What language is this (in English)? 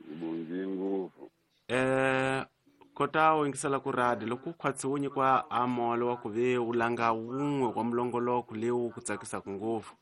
Tsonga